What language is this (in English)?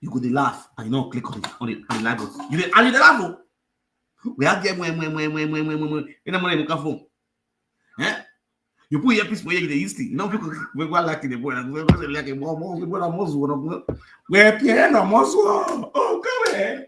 Nigerian Pidgin